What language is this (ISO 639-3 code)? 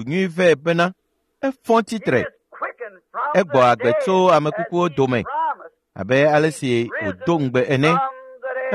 ewe